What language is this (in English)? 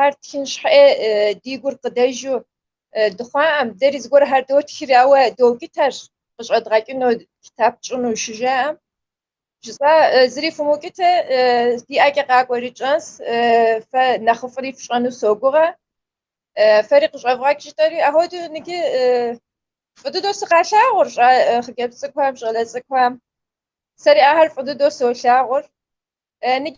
Kabardian